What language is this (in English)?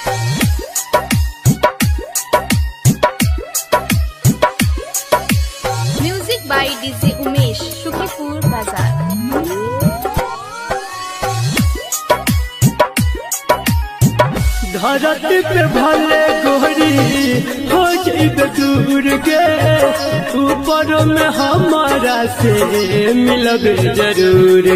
Bhojpuri